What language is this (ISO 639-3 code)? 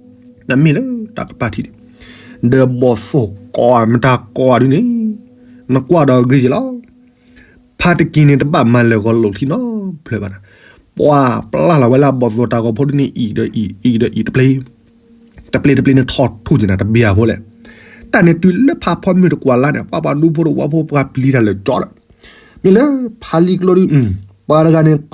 ksw